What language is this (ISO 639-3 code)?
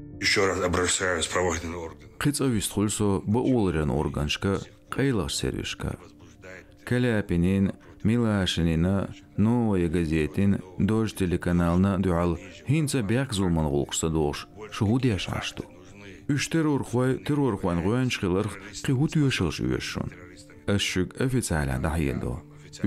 che